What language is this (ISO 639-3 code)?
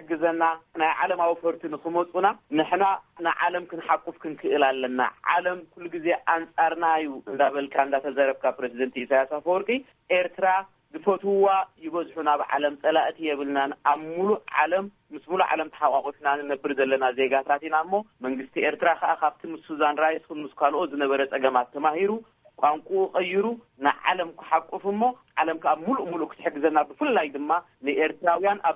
tir